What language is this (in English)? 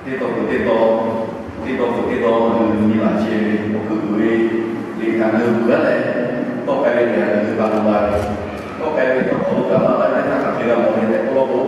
Lahu